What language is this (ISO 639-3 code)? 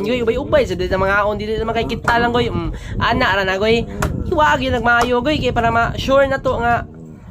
ceb